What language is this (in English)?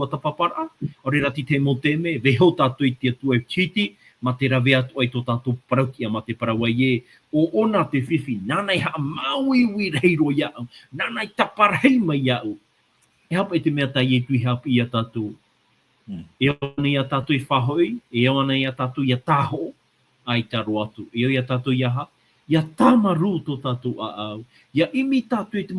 Tahitian